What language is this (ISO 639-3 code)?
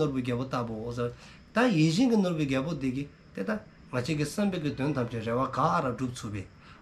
dzo